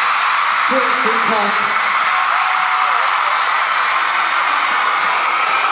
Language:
Korean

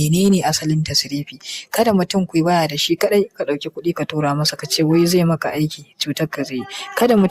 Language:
Hausa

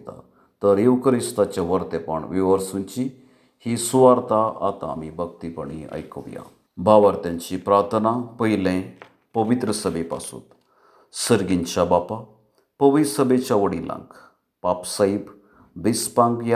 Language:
Konkani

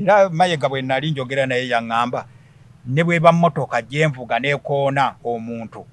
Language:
Ganda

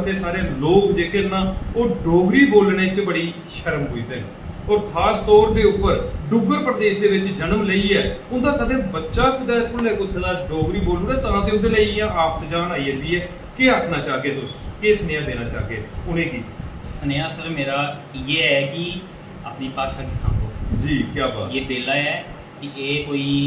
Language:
Dogri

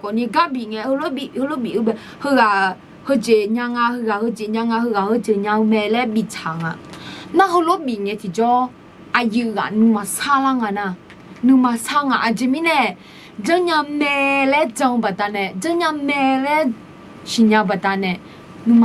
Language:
Akha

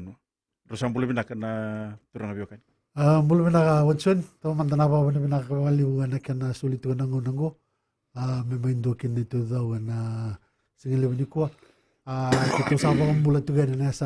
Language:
Fijian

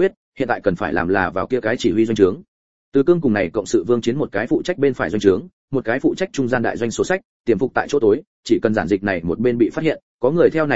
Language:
Vietnamese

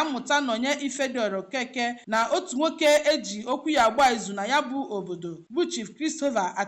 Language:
Igbo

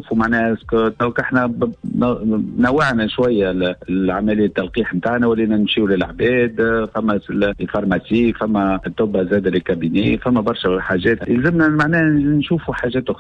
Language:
Tunisian Arabic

